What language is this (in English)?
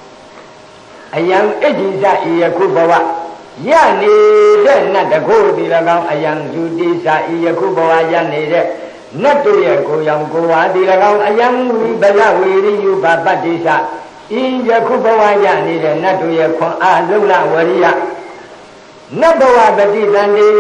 Burmese